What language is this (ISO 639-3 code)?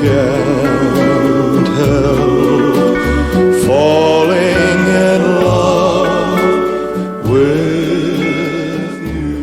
bak